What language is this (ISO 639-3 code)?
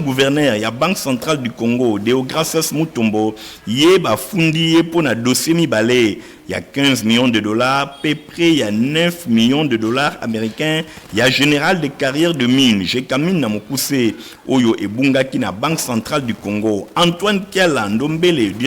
lin